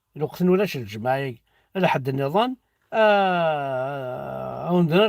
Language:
Kabyle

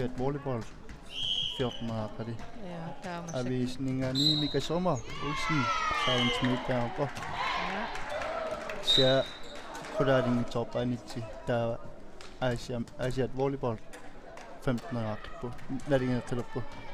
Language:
Kalaallisut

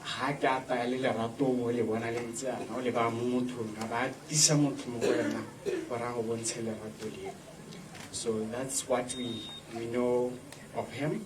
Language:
Tswana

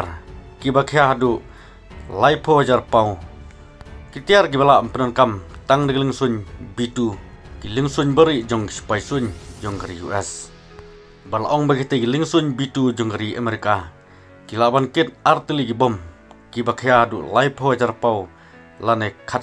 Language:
Khasi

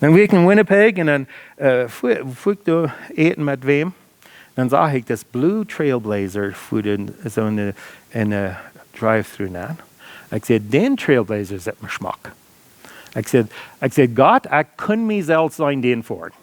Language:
Plautdietsch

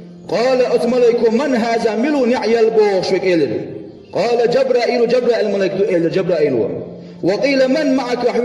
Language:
Chechen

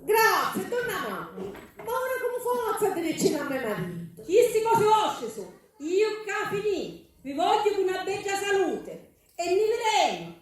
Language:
Sicilian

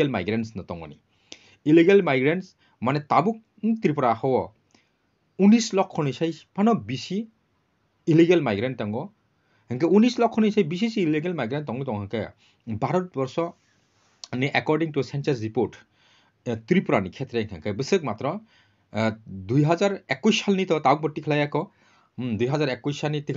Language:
Kok Borok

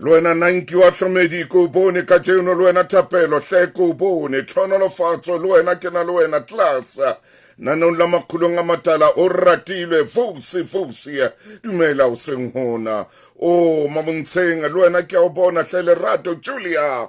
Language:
Southern Sotho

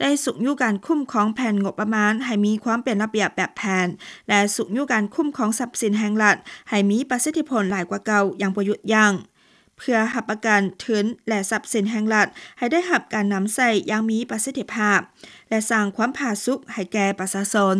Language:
Lao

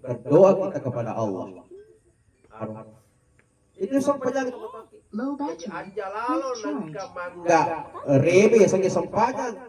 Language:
Buginese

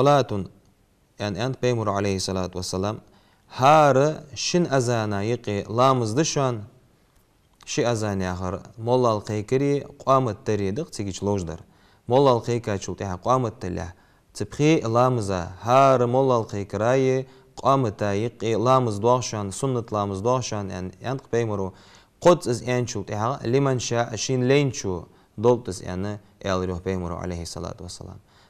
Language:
Ingush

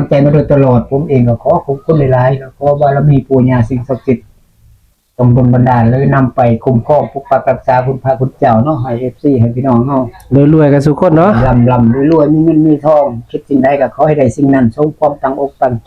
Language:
Northeastern Thai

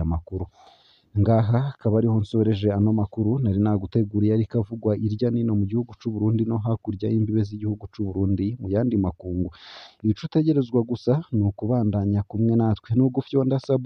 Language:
Rundi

